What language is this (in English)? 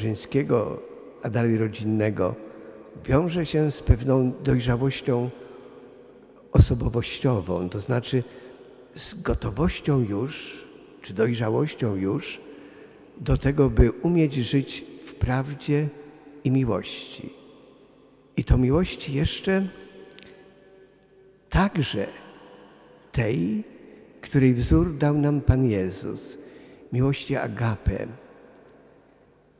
Polish